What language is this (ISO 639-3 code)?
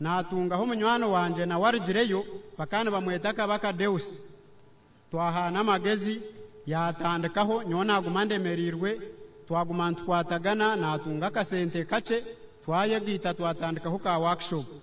nyn